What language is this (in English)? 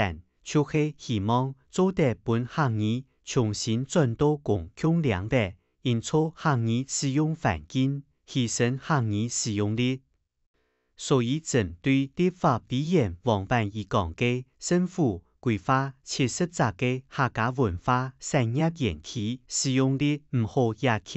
Hakka Chinese